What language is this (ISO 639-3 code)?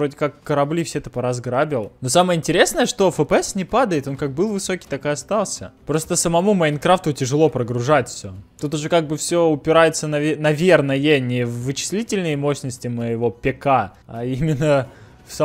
rus